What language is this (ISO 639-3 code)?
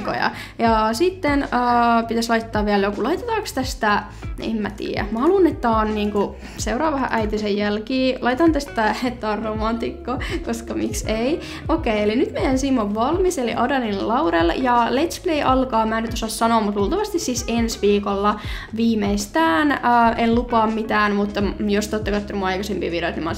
fin